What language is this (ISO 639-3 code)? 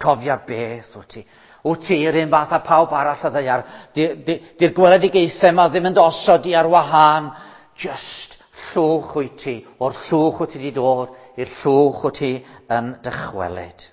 cym